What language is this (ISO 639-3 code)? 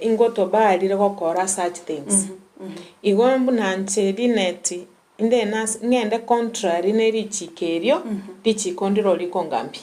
guz